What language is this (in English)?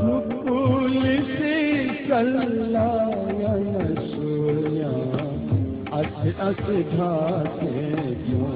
Newari